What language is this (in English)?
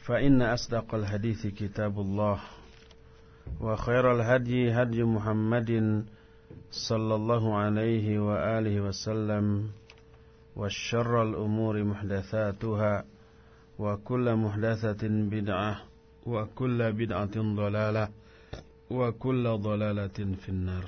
Sundanese